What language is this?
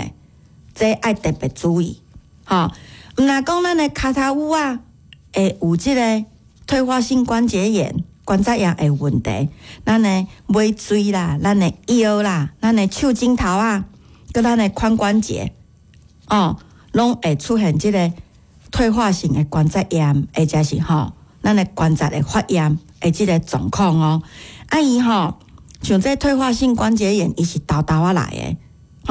Min Nan Chinese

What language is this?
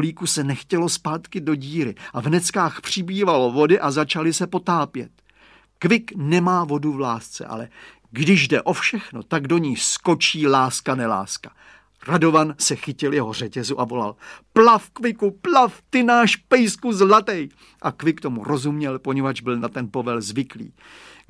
Czech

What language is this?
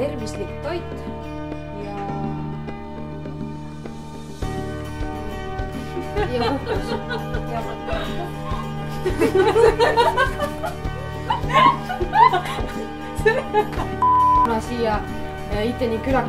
Estonian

